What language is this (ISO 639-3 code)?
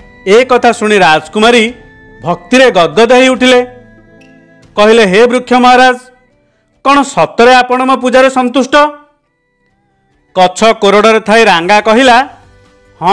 ori